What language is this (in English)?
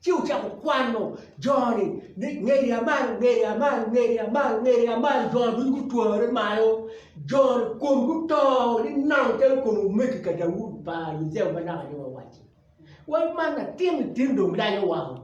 Acoli